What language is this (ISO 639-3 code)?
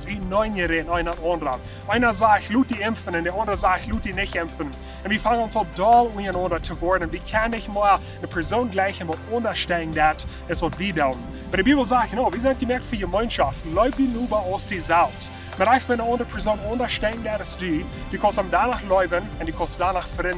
pdt